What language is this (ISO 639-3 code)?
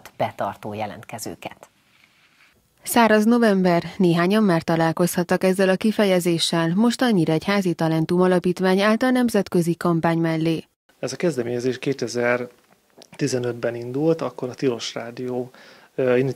hun